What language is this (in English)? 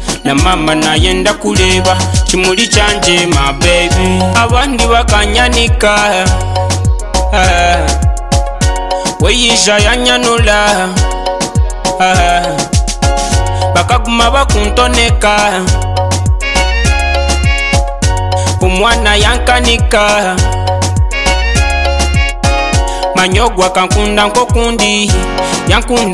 Kinyarwanda